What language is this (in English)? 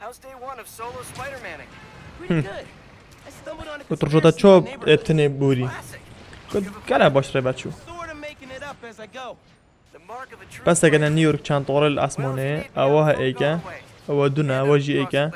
Kurdish